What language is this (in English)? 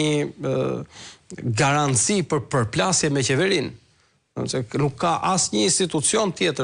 Albanian